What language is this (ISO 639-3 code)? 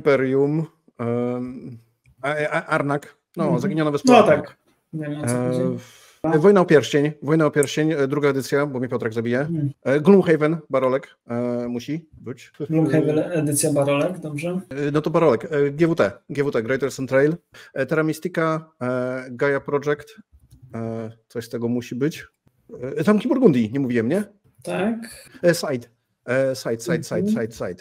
pol